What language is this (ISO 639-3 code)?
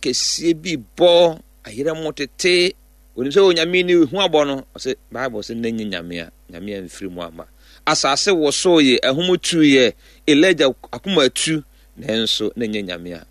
aka